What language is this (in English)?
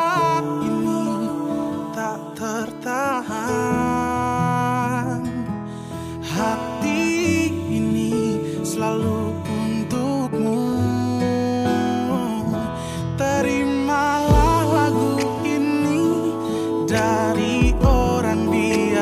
Indonesian